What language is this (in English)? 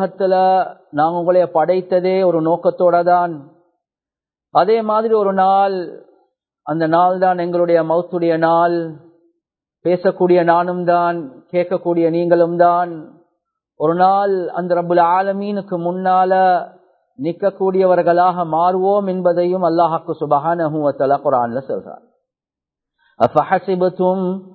Tamil